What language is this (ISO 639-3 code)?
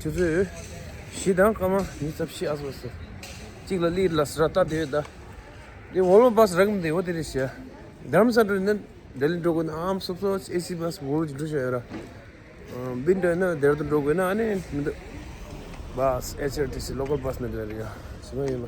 bod